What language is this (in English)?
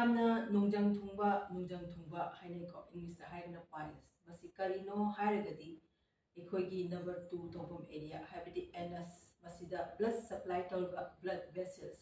Manipuri